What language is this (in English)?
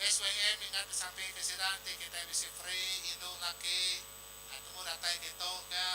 Iban